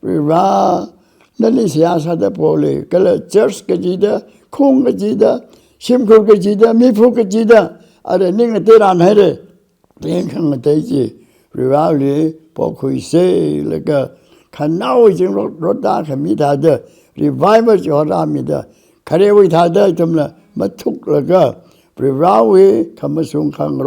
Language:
Tangkhul Naga (India)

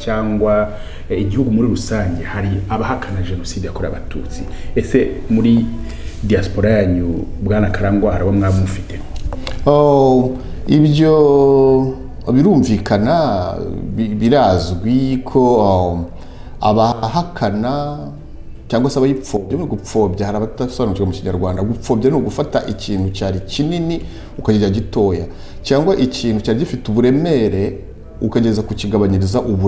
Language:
Kinyarwanda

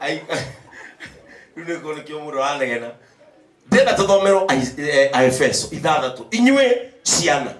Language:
Kikuyu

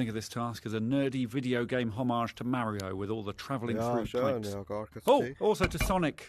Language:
Swiss German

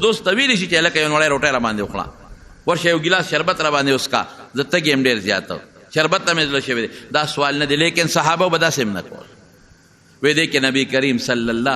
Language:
Pashto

